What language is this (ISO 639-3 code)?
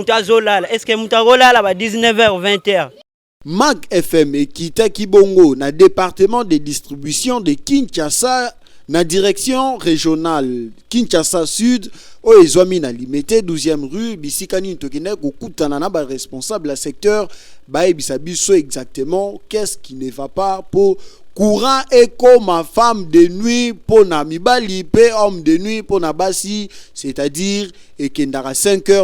lin